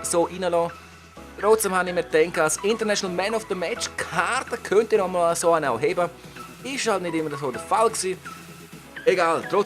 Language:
Swiss German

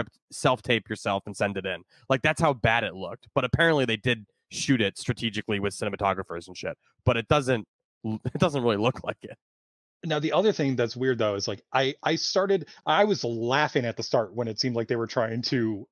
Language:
English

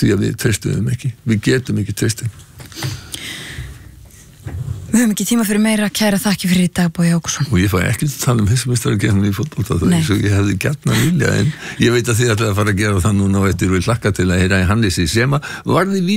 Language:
Icelandic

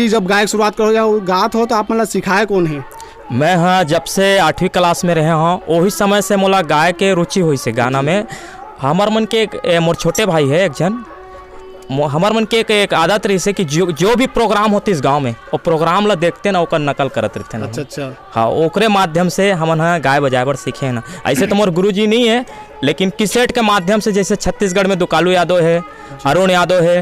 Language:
Chhattisgarhi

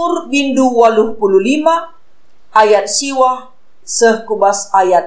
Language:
Batak Karo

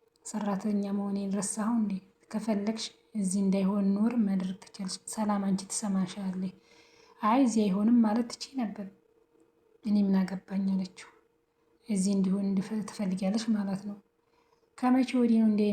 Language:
Amharic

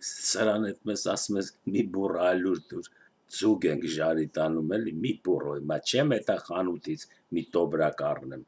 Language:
Armenian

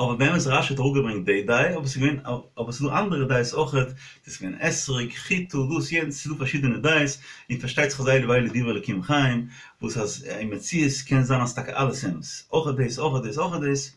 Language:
Yiddish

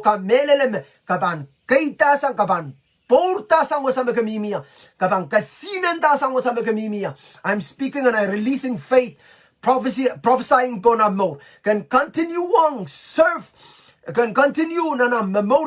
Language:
Pohnpeian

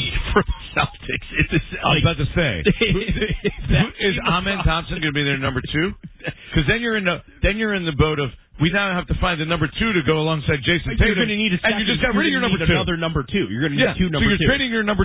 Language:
English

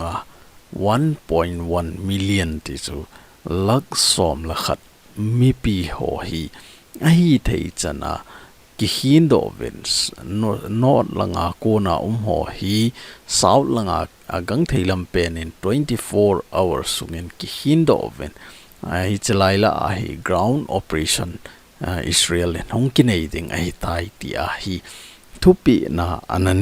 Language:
Thado Chin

